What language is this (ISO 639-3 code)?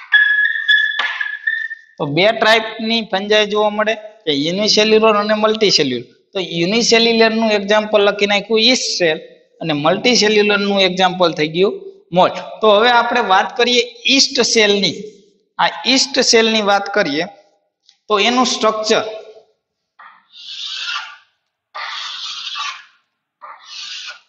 guj